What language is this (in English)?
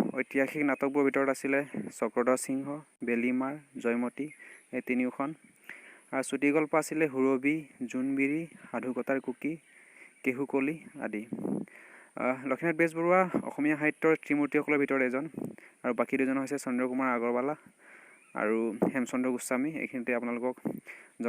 Assamese